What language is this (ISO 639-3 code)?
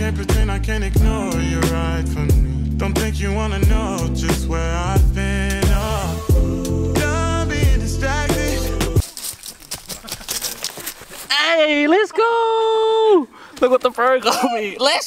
eng